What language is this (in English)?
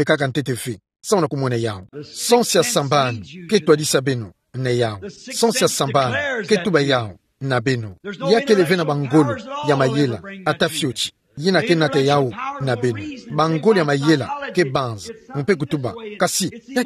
Kituba (Democratic Republic of Congo)